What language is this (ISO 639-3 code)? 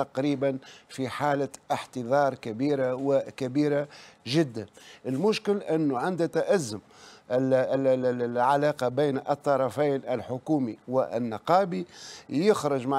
aeb